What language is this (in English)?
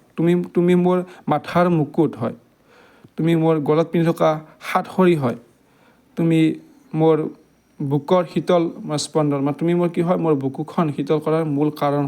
Assamese